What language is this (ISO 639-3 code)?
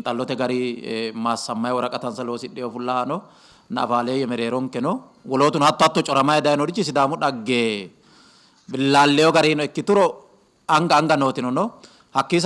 sid